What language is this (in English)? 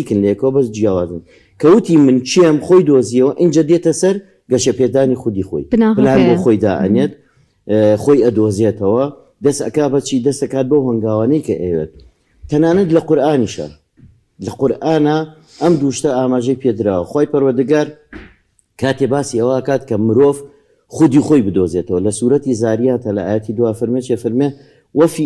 Central Kurdish